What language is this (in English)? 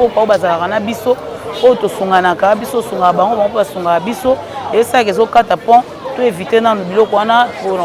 Lingala